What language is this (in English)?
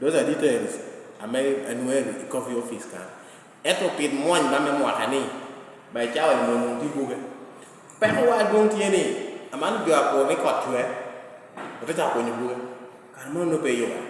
Lango (Uganda)